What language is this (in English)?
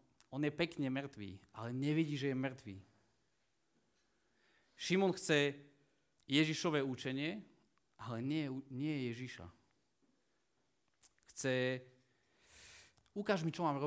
Slovak